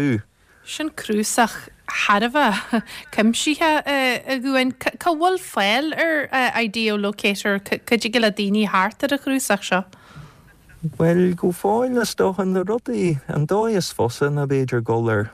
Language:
Irish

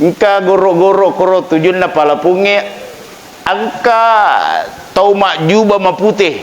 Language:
Buginese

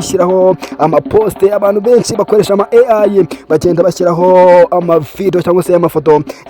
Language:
Kinyarwanda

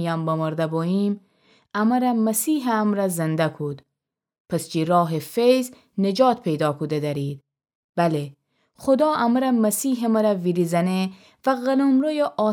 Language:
Gilaki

